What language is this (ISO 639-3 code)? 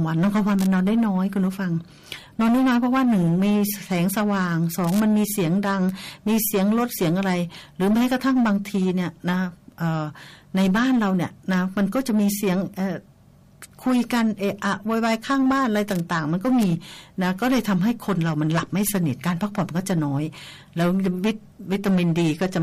tha